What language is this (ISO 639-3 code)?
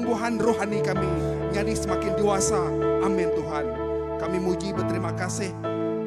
iba